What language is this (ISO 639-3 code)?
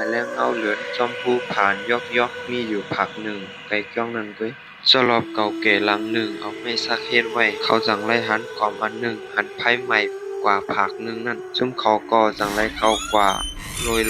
shn